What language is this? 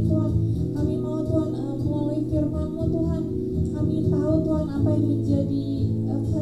Indonesian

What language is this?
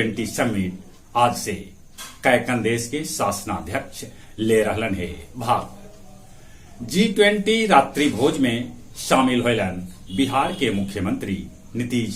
Magahi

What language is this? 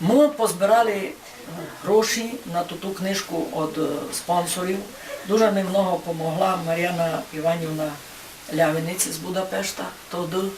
Rusyn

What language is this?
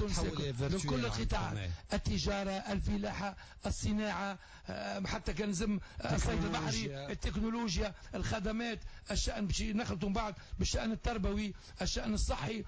Tunisian Arabic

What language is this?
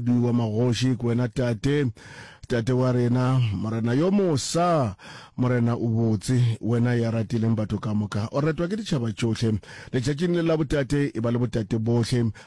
Northern Sotho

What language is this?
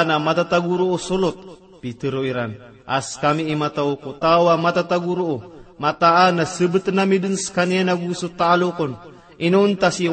Maranao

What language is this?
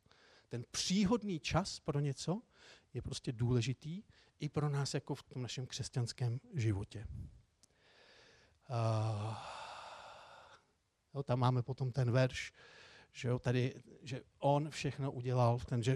Czech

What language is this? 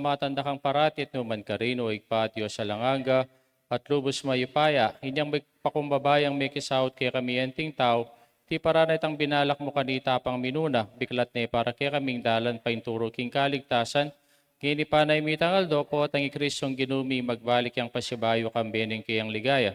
Pampanga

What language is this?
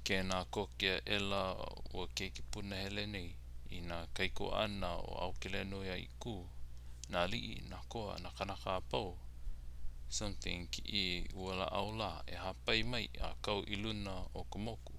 Hawaiian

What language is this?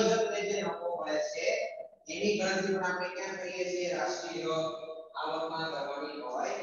Gujarati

